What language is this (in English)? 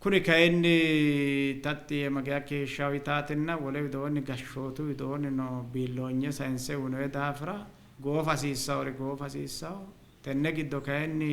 Sidamo